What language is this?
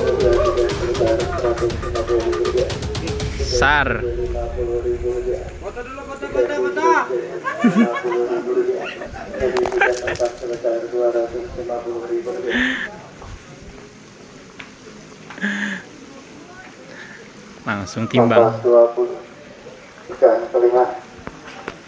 Indonesian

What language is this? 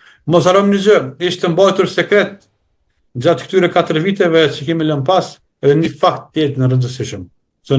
Albanian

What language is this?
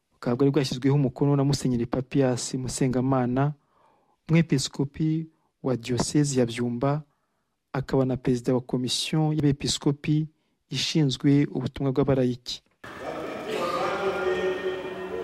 Kinyarwanda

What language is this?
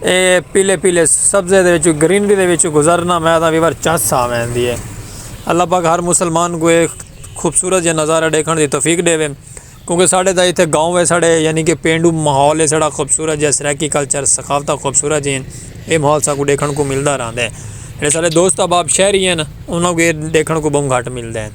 Saraiki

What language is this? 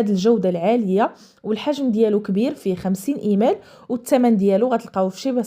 Moroccan Arabic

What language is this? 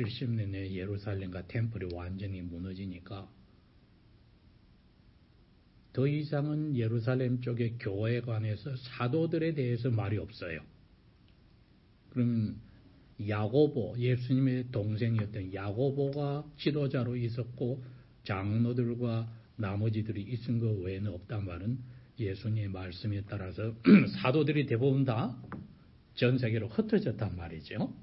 Korean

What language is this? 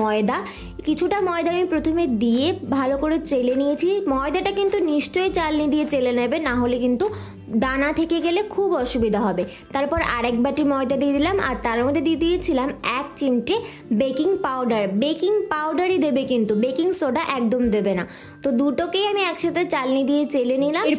Bangla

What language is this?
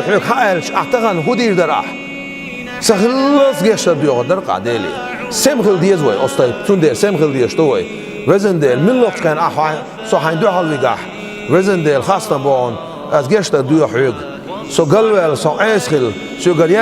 Chechen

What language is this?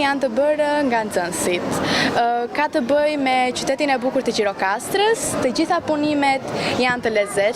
Albanian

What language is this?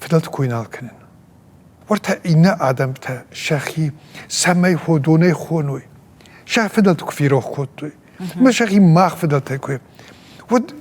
Ossetic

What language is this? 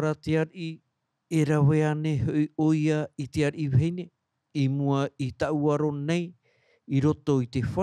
Tahitian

